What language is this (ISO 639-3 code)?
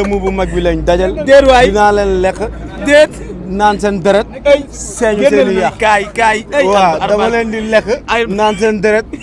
wol